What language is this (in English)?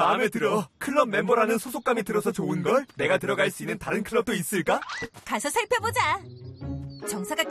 Korean